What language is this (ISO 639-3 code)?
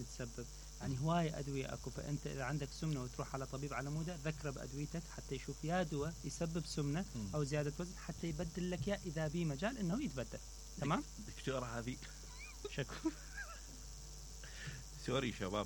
acm